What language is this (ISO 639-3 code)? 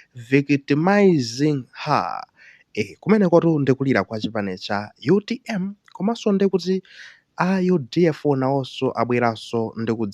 nya